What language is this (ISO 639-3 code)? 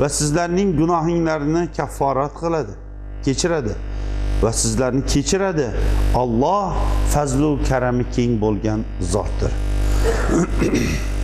uzb